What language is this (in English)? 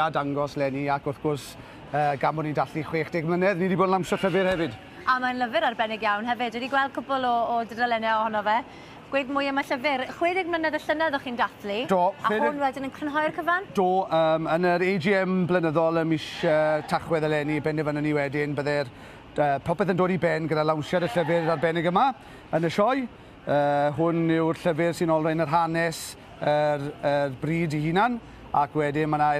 Welsh